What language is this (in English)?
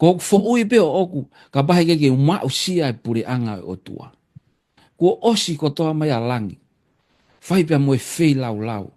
Tongan